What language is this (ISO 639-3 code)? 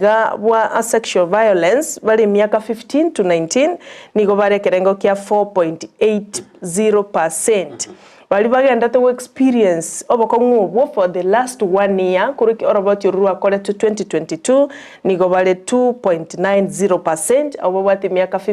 guz